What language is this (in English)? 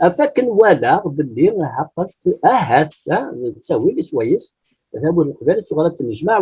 Kabyle